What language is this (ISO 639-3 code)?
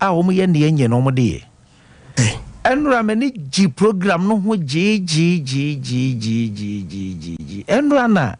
aka